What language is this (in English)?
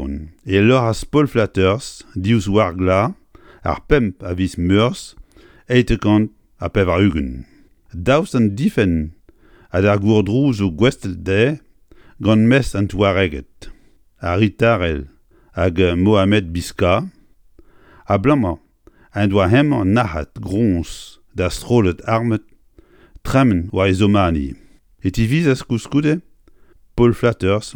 Breton